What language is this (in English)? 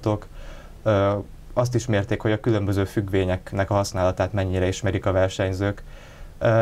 Hungarian